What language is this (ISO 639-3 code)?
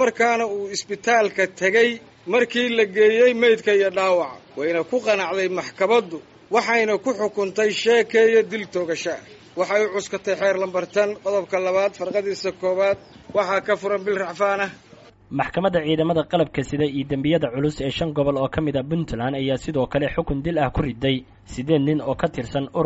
som